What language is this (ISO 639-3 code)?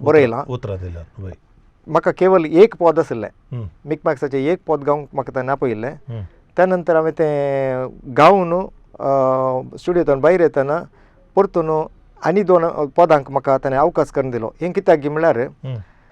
kok